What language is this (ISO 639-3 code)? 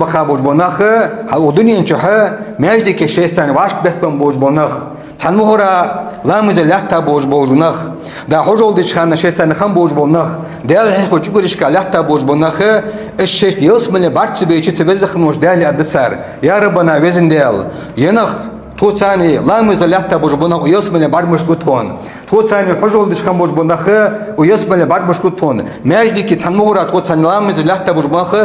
inh